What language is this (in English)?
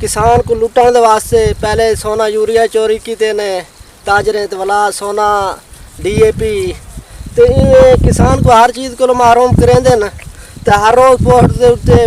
Saraiki